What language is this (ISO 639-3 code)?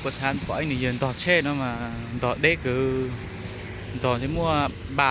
hmn